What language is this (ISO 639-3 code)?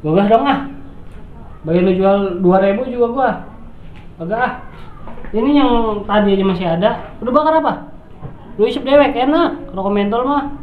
bew